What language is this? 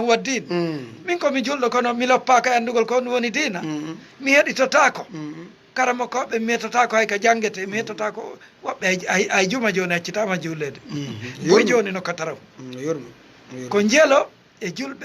Fula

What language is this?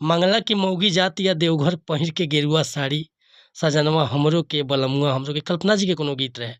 Bhojpuri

